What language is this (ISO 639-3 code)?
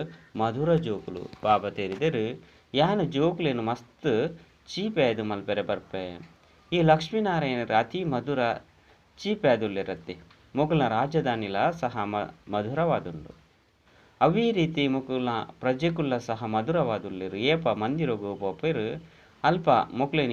tcy